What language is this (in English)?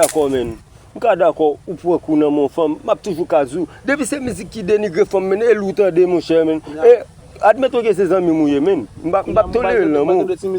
Haitian Creole